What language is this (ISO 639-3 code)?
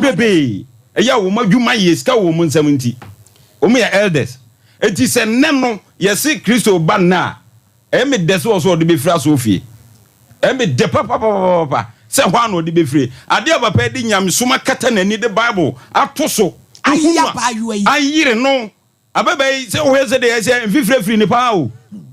aka